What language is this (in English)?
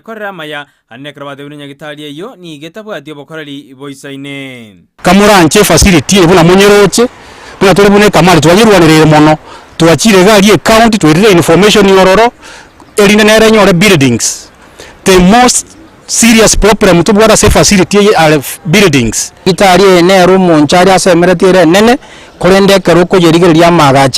Gusii